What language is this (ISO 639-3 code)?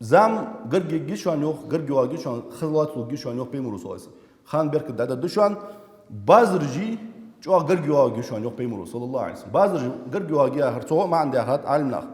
inh